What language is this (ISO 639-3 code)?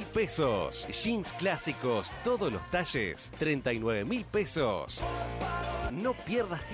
spa